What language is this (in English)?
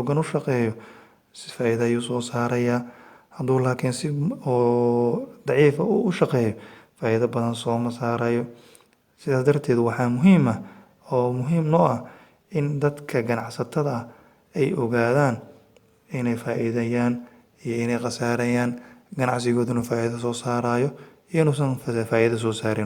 Somali